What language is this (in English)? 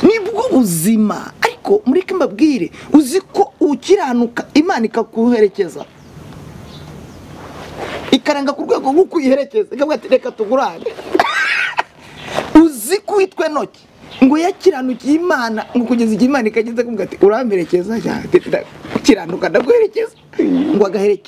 Kinyarwanda